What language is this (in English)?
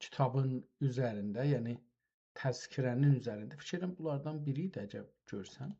South Azerbaijani